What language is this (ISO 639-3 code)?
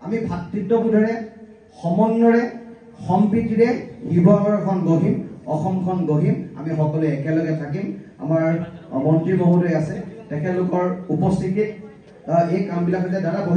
asm